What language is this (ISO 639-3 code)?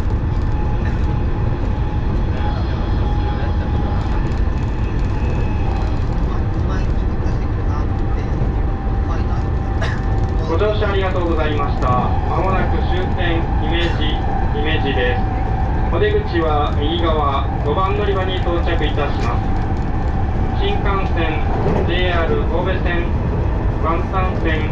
jpn